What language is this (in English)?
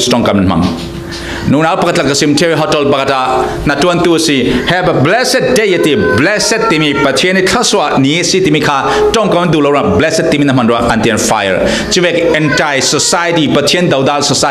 Falam Chin